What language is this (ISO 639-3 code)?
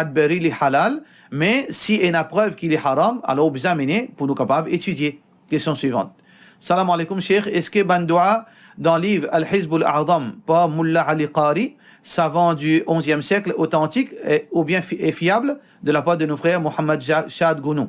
mfe